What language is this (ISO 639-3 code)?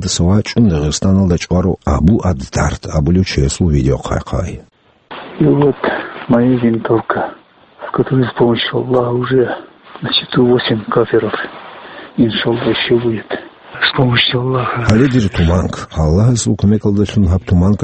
ava